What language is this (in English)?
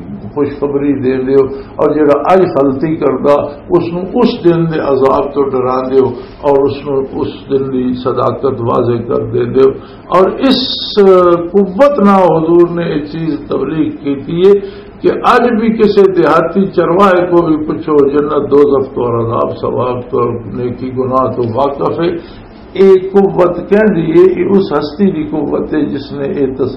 Western Panjabi